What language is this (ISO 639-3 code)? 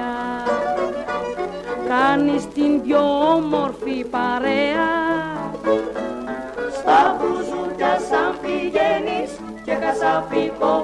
ell